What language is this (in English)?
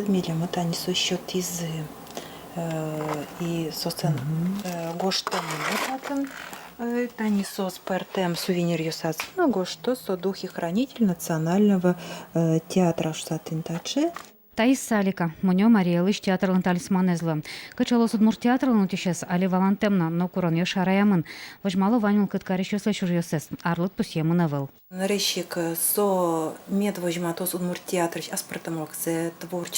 Udmurt